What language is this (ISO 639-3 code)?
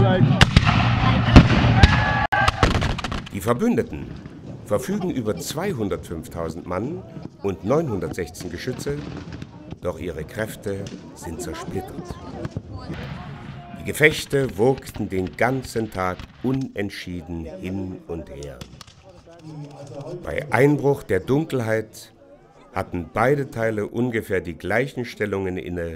deu